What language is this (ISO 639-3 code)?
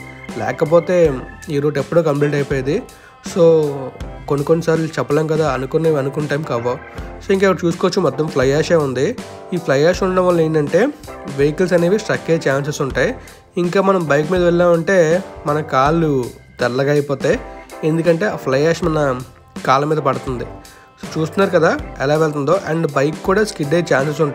tel